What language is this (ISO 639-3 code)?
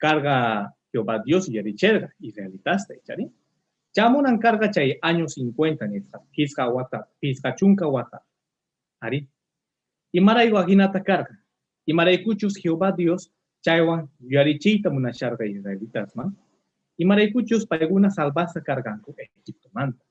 que